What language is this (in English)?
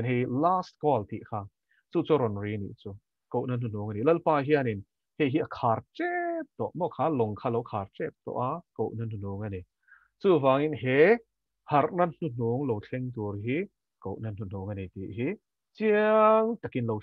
Mizo